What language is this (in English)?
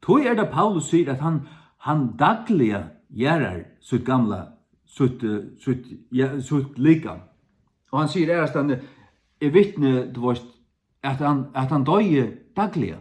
Faroese